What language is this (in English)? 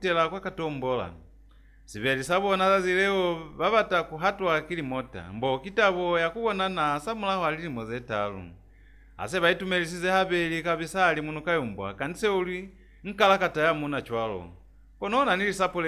Lozi